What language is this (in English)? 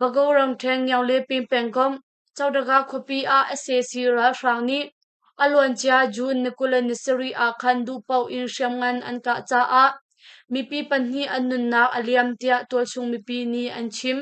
Hakha Chin